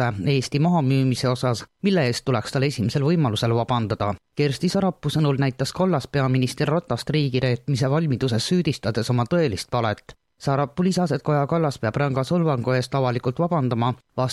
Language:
Estonian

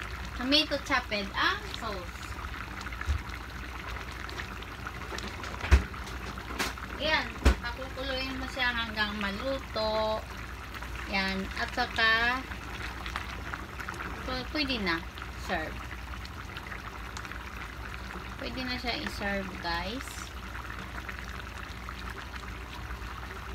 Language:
Filipino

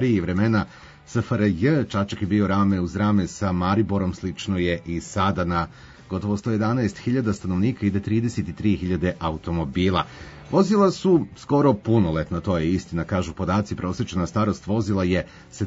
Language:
Serbian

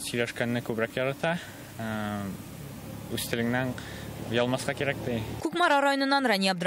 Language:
Tatar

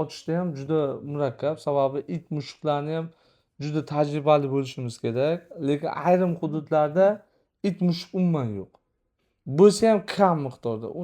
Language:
Uzbek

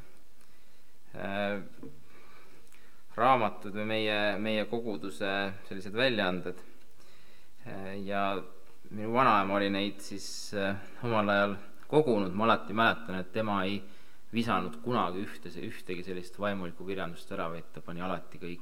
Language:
Estonian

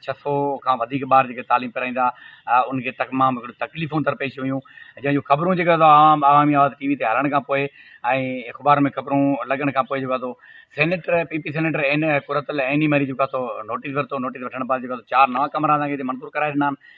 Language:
Sindhi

